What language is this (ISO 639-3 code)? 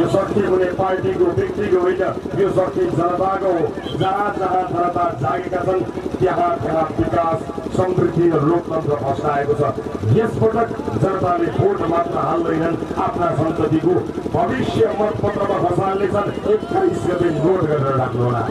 nep